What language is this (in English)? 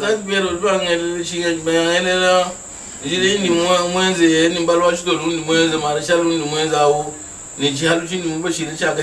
Luba-Lulua